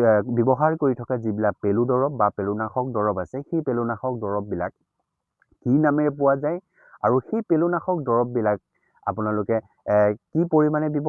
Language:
Assamese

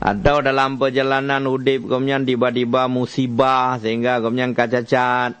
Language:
Achinese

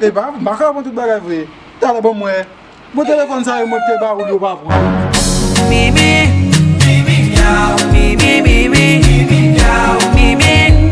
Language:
Haitian Creole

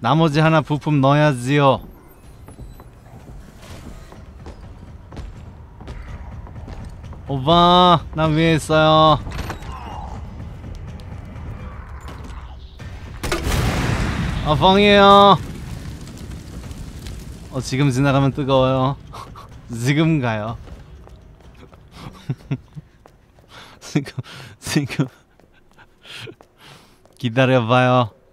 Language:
Korean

